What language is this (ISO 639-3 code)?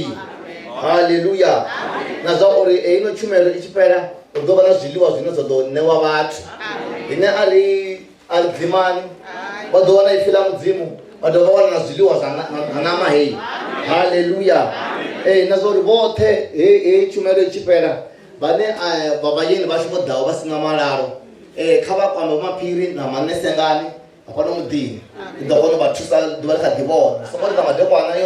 ven